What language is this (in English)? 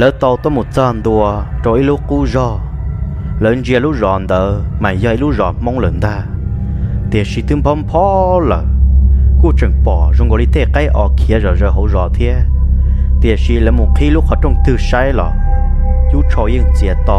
Hmong